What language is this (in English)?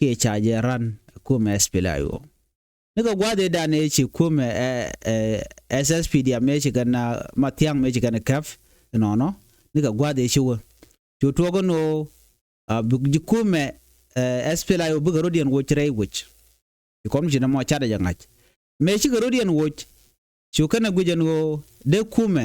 Nuer